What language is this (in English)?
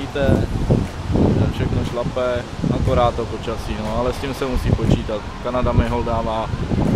Czech